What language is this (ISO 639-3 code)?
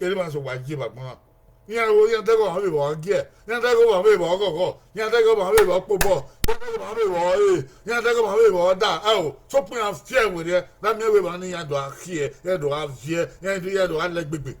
bin